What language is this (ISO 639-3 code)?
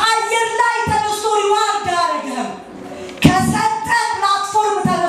amh